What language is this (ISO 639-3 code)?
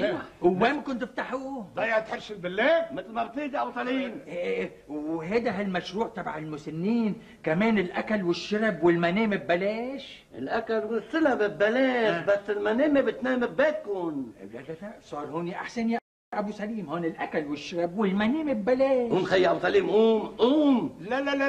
apc